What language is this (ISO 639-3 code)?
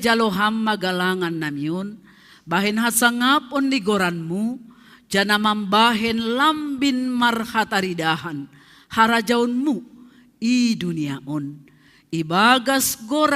bts